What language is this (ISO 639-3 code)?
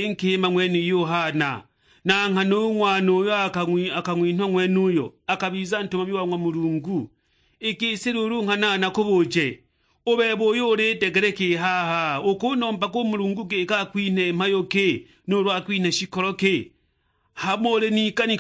suk